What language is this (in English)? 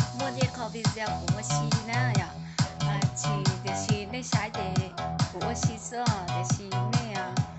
Hmong